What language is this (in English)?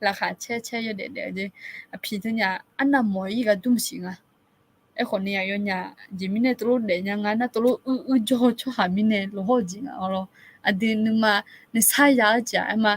Akha